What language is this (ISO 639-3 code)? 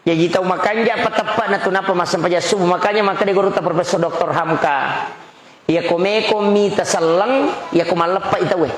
bug